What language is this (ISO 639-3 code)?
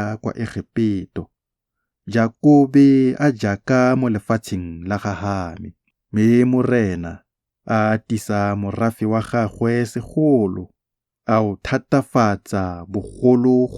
tsn